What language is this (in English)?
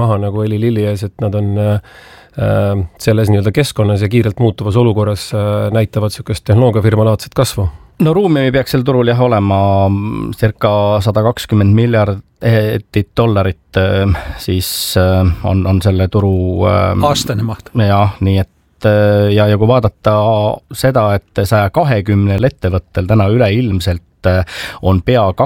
Estonian